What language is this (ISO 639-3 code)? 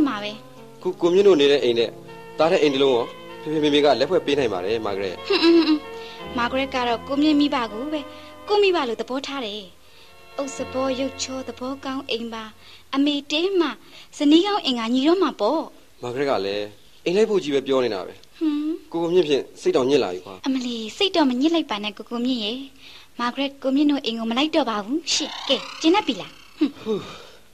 mya